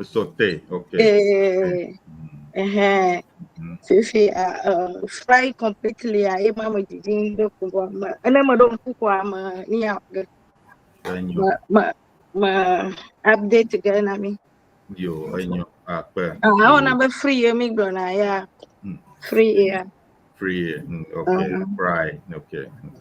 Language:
Ewe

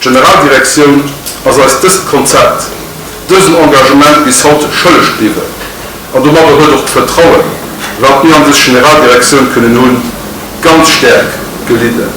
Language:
Luxembourgish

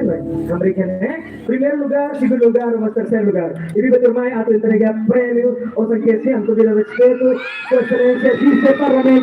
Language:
Tetum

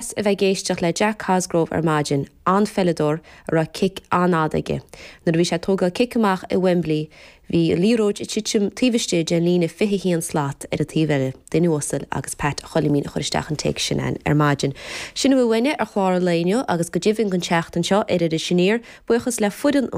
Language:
Irish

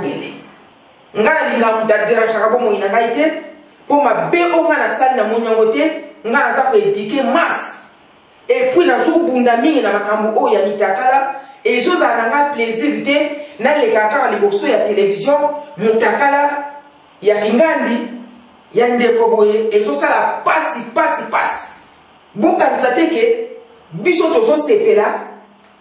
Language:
Lingala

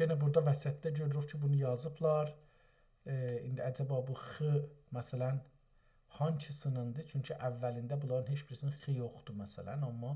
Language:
South Azerbaijani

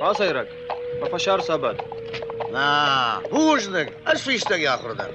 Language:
Ossetic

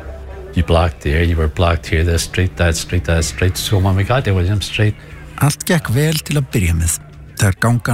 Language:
Icelandic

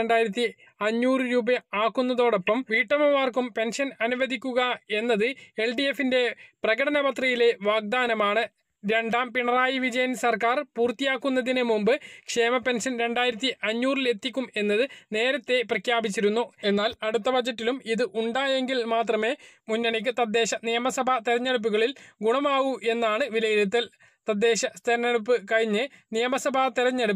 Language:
Malayalam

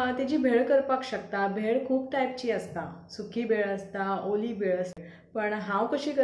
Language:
Konkani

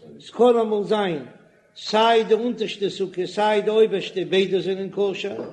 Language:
Yiddish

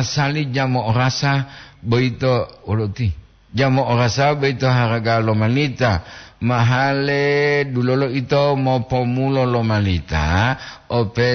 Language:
Gorontalo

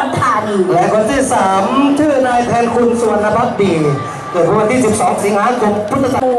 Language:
Thai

